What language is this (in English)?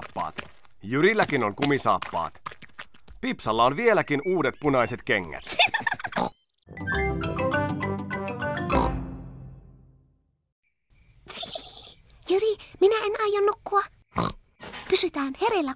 Finnish